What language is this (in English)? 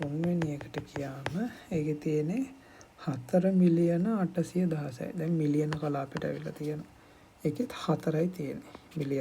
Sinhala